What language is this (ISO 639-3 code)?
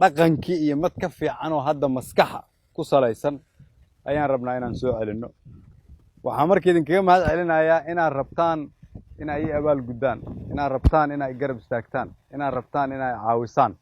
som